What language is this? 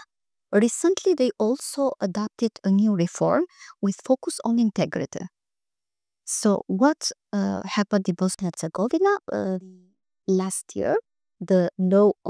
English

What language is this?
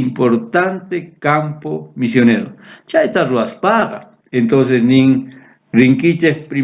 South Bolivian Quechua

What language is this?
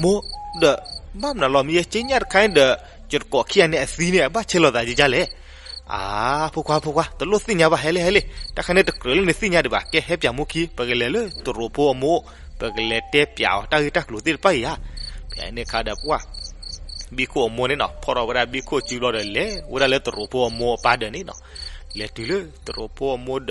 S'gaw Karen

